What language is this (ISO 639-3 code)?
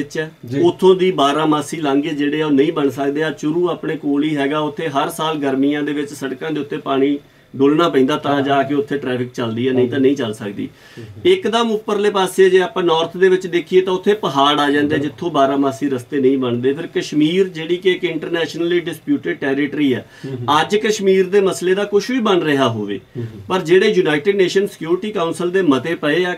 pan